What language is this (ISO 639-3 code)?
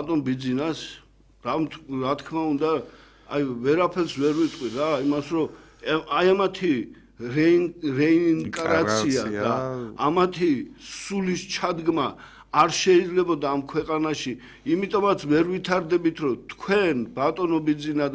kat